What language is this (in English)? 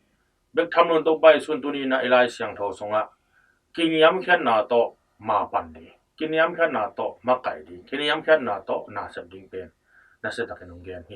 Tedim Chin